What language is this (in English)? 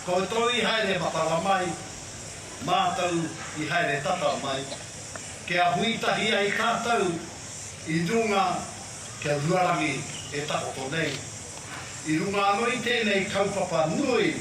Māori